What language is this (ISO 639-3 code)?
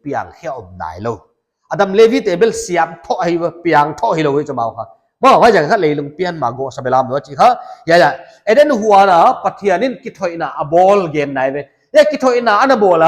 pck